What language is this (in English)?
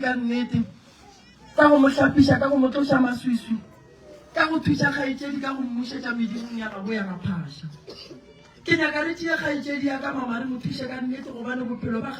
Northern Sotho